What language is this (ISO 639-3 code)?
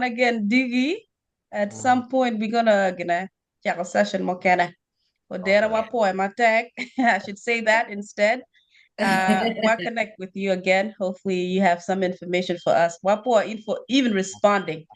ach